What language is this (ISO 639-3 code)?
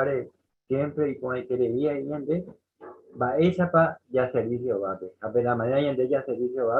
grn